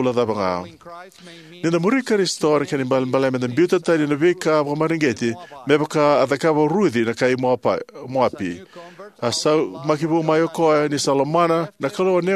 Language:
Fijian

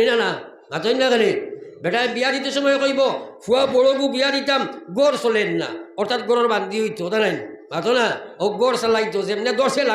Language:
Sylheti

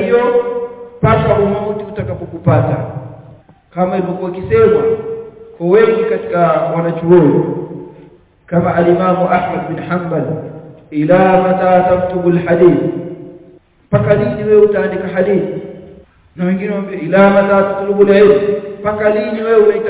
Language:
Swahili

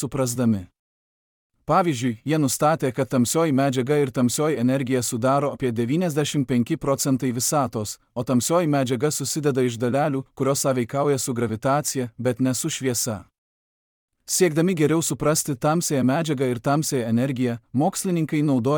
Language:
Lithuanian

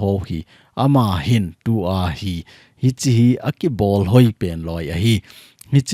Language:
Thado Chin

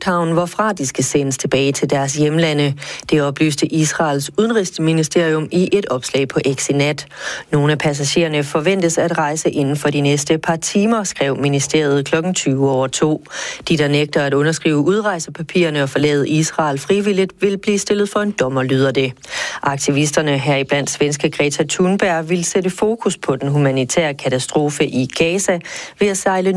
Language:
Danish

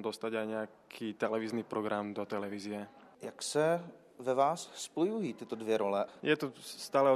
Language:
Czech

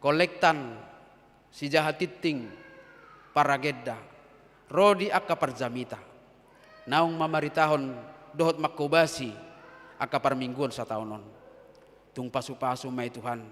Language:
Batak Toba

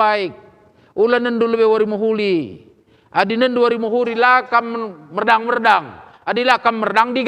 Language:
Batak Karo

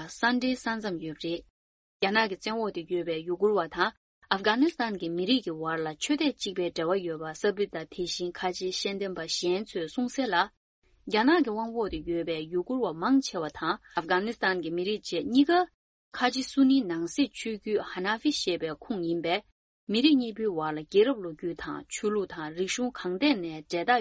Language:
Tibetan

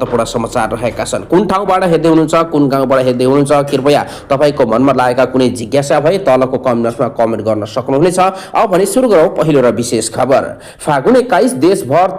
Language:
Nepali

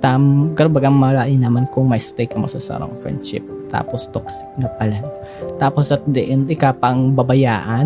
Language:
Bikol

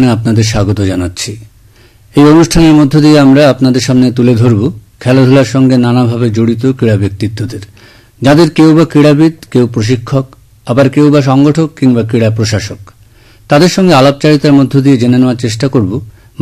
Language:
Bangla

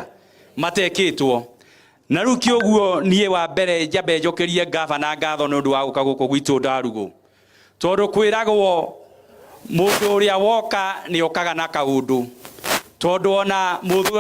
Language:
Kikuyu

